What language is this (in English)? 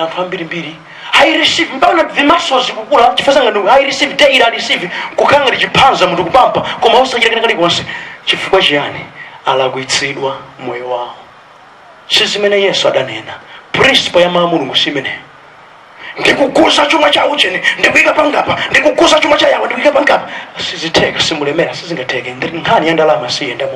Nyanja